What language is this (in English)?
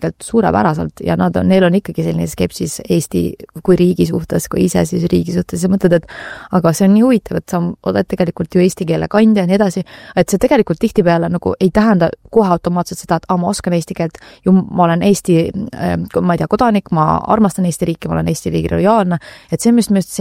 Estonian